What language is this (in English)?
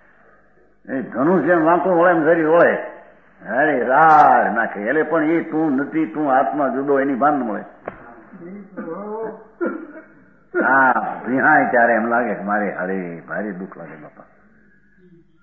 Gujarati